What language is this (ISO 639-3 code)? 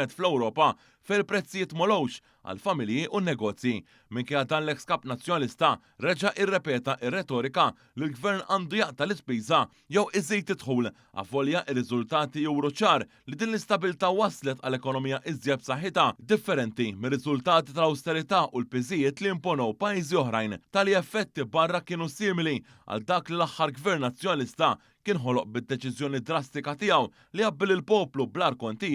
mlt